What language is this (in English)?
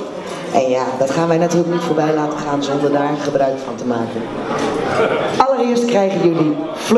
Dutch